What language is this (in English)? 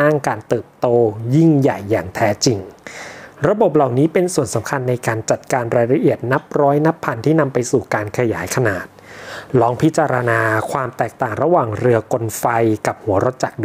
Thai